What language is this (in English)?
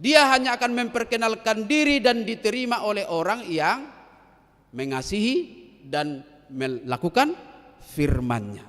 Batak Toba